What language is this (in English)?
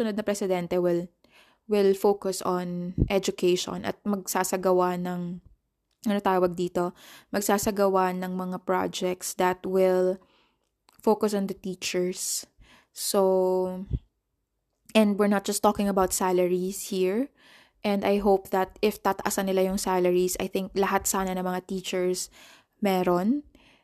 Filipino